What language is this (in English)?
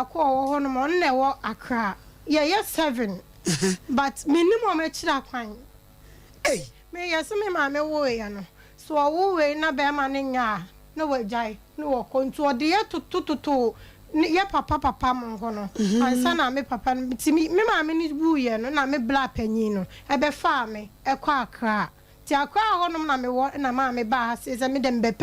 Akan